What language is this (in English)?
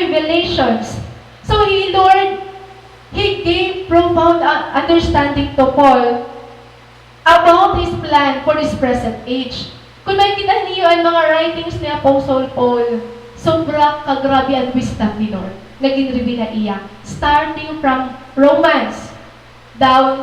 Waray